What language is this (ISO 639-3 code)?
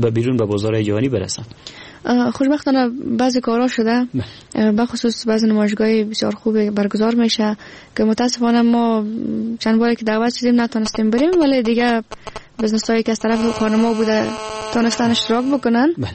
fas